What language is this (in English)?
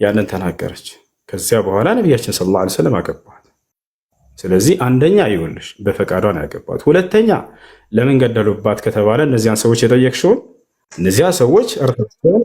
Amharic